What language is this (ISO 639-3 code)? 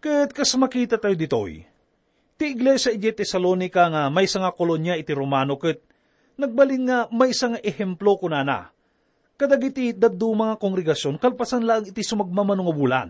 ilo